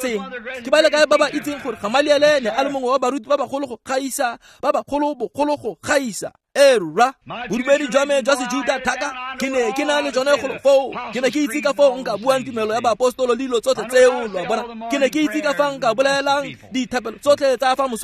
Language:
Tswana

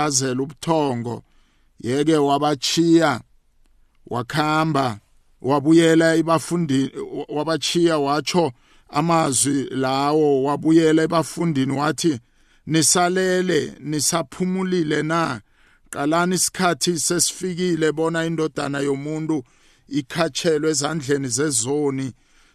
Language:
South Ndebele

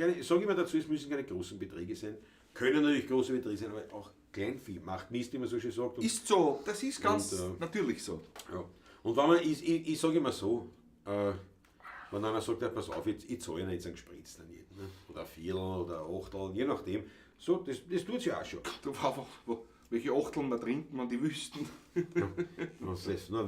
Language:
Bavarian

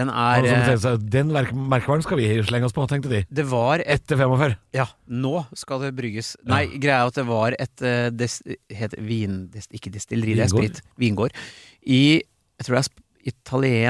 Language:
Norwegian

